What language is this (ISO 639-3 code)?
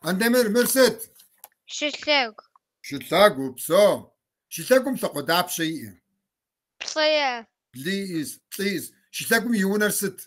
kbd